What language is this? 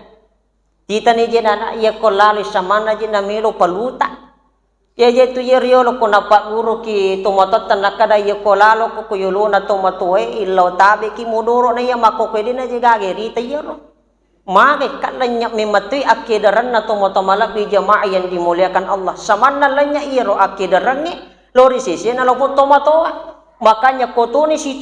Buginese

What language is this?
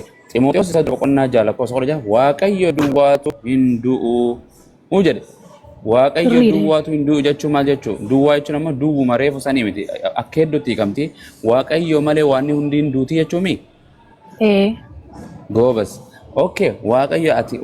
Oromo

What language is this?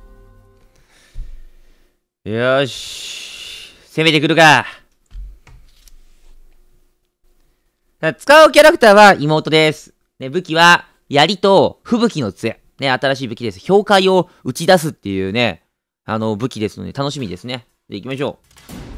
Japanese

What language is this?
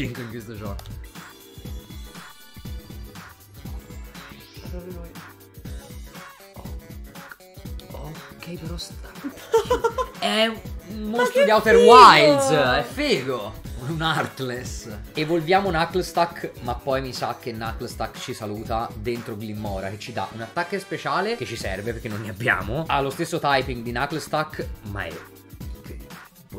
Italian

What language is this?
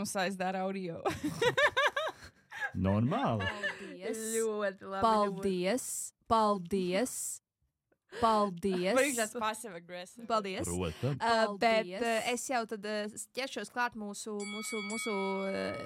Latvian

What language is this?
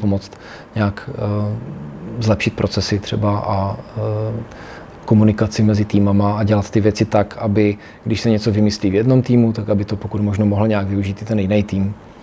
Czech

